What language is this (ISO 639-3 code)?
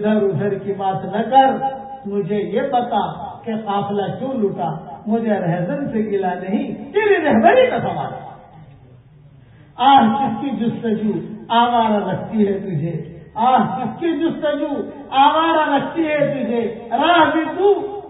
urd